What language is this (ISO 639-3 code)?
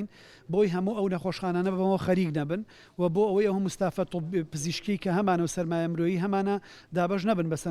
ckb